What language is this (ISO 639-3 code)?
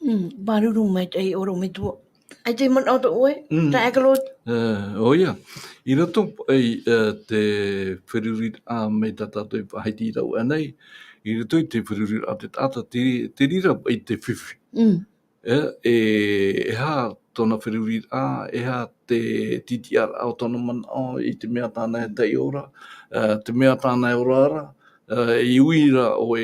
tah